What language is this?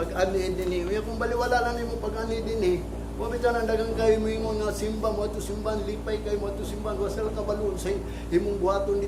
Cebuano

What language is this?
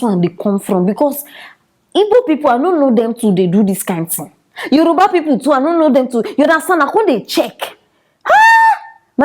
Nigerian Pidgin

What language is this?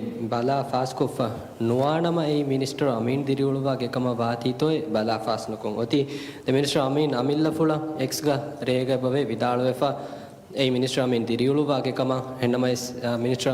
Divehi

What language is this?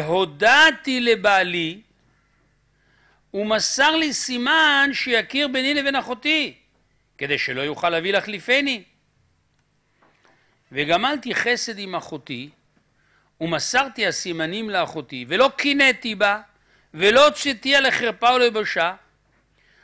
Hebrew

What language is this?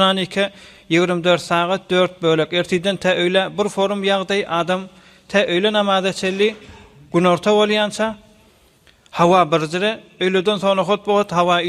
Turkmen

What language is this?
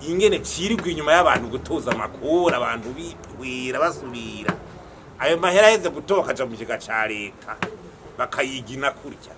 Rundi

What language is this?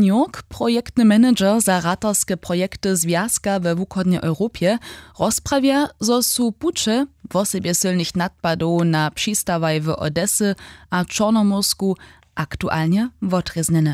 Upper Sorbian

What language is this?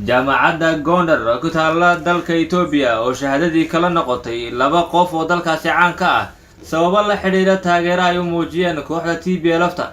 Somali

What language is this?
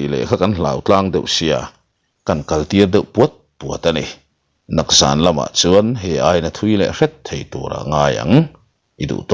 Mizo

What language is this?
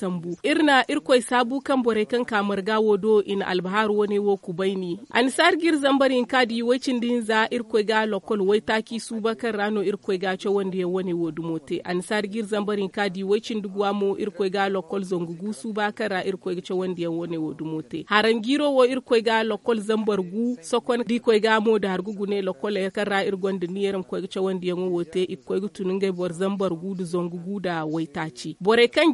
Zarma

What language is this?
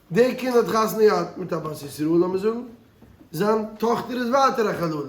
Yiddish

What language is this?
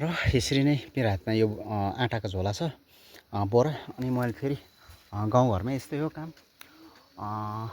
Nepali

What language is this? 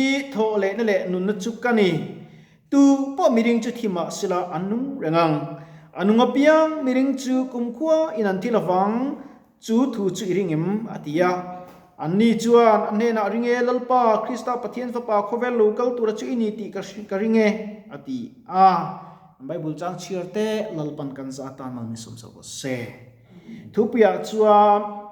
Mizo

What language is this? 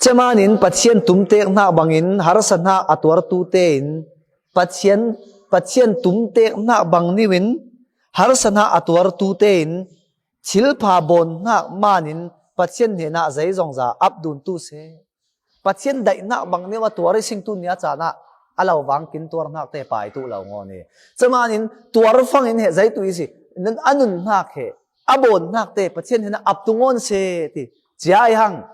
Falam Chin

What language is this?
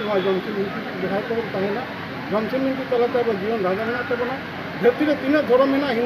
Santali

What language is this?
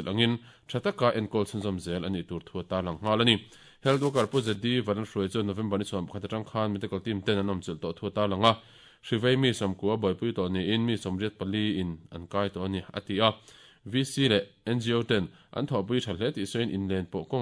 Mizo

